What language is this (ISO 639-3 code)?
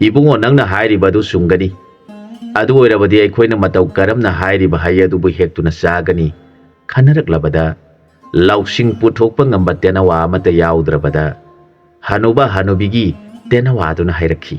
mni